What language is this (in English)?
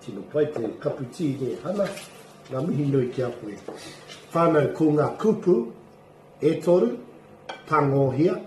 Māori